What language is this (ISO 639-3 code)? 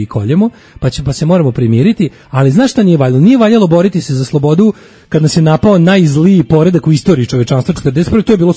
srp